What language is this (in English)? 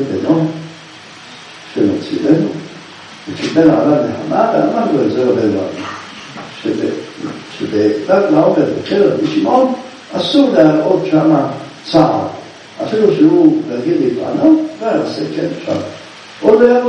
Hebrew